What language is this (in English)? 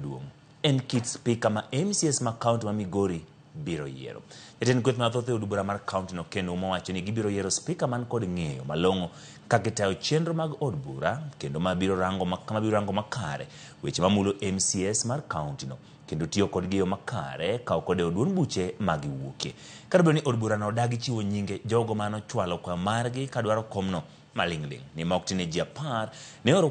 Luo (Kenya and Tanzania)